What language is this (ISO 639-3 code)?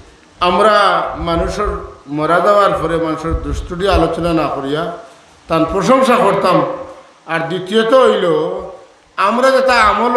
syl